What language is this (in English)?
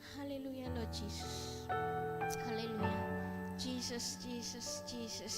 Iban